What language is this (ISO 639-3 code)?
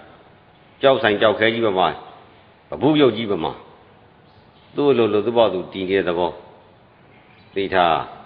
mya